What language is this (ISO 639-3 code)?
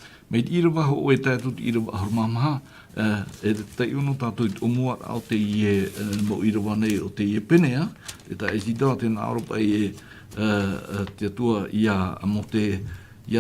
tah